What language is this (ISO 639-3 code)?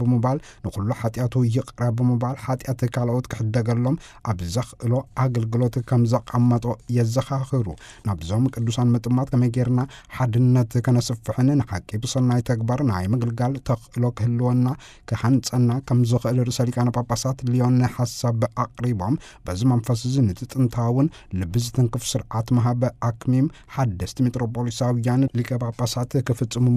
tir